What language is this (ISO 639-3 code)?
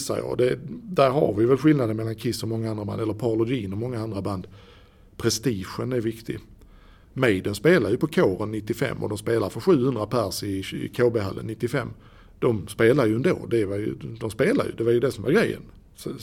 swe